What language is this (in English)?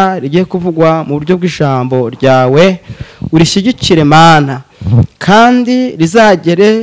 Kinyarwanda